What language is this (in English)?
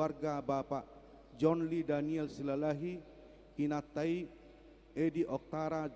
Batak Toba